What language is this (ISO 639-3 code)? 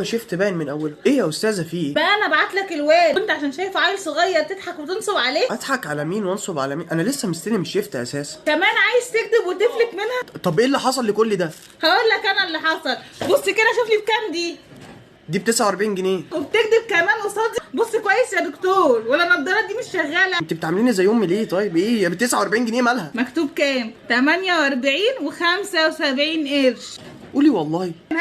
arz